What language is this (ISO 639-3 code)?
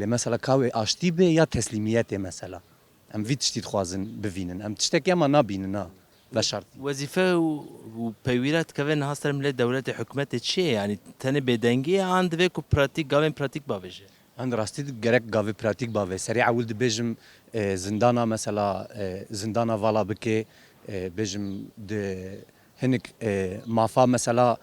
kur